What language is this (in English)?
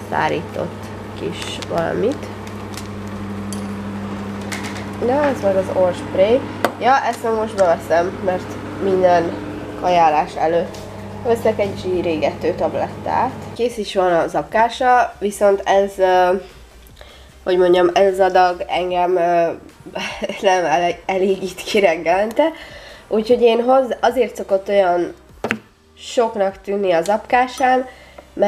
Hungarian